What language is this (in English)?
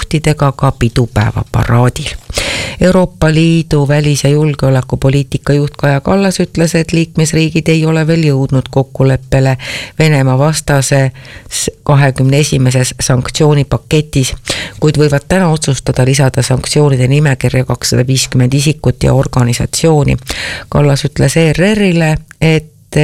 Estonian